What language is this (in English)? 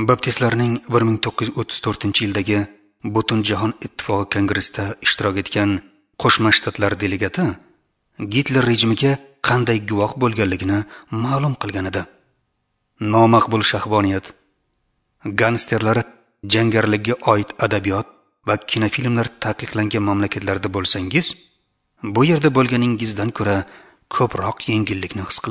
Uzbek